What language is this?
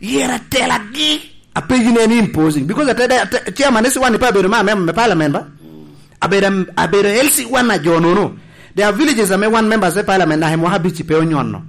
Lango (Uganda)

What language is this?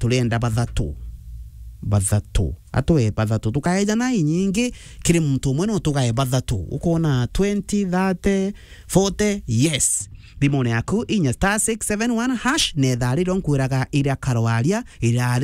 Meru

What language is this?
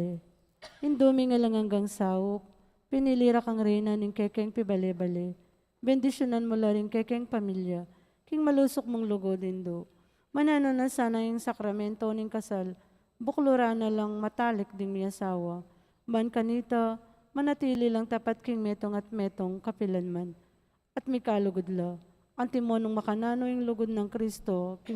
Pampanga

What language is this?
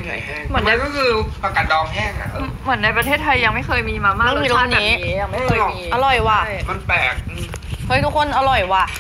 Thai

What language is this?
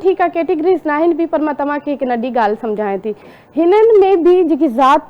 Sindhi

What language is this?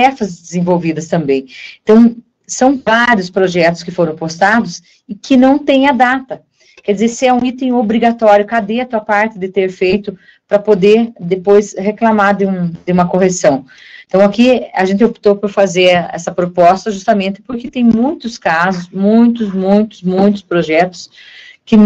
Portuguese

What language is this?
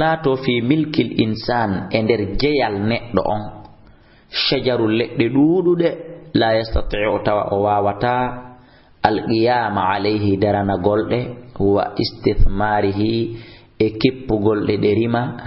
Fula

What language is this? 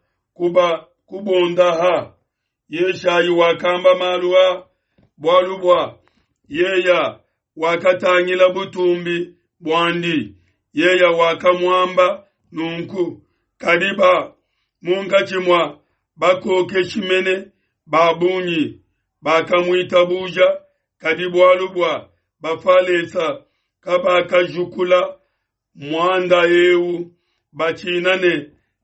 Luba-Lulua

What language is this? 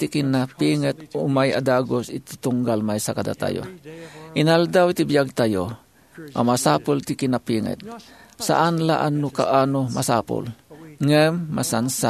Iloko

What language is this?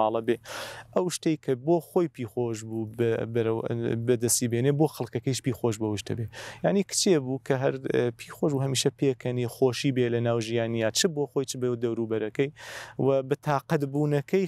Central Kurdish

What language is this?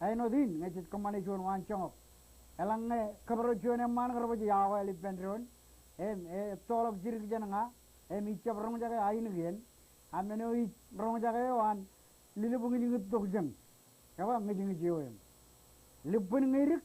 Marshallese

